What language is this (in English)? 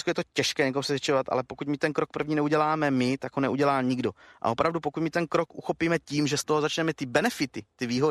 Czech